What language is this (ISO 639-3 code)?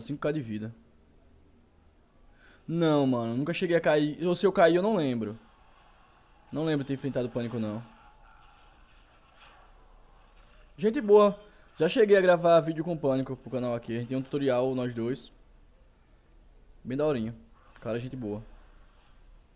por